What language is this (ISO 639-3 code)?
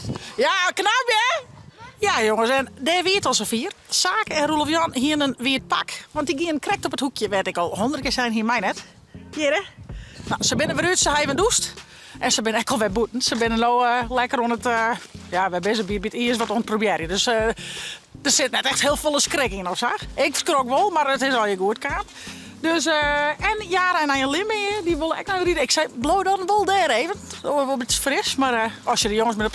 fry